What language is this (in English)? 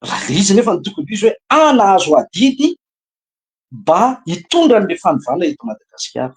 Malagasy